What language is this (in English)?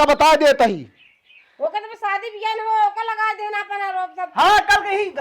Awadhi